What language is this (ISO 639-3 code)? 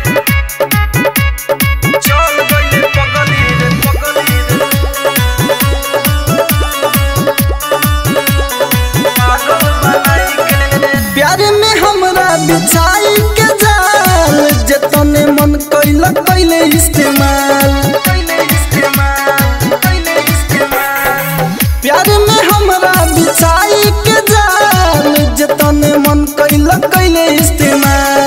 bho